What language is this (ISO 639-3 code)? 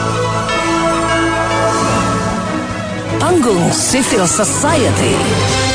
ind